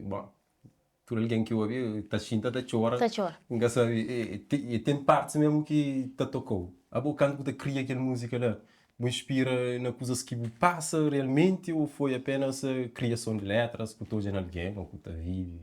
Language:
Kabuverdianu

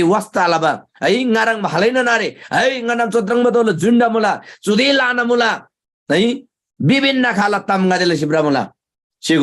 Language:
Eastern Tamang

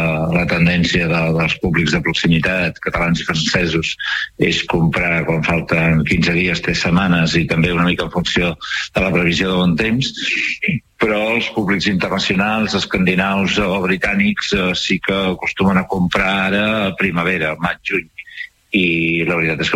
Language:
Catalan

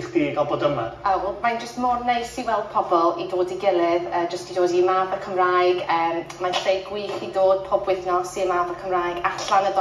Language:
Welsh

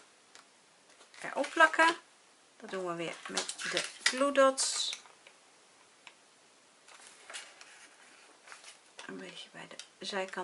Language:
Dutch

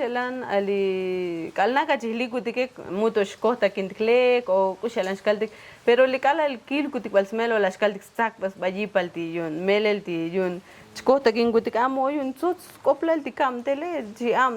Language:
Tzotzil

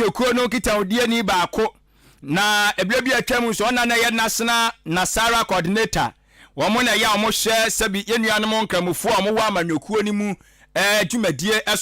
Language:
Akan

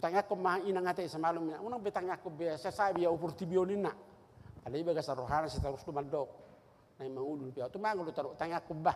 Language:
Batak Toba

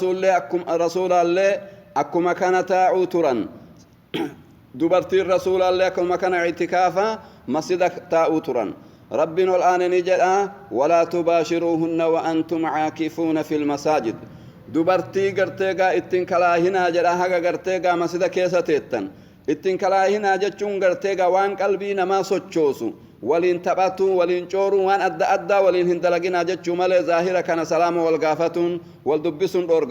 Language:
Oromo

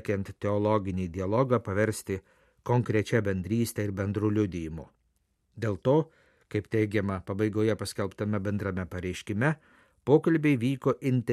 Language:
Lithuanian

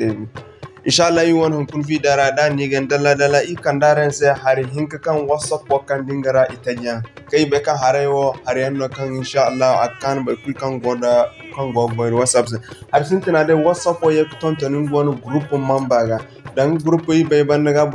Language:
Zarma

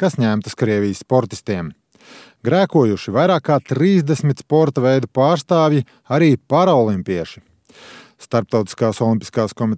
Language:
Latvian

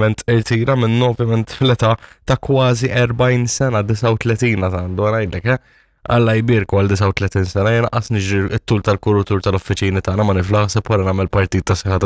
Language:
Maltese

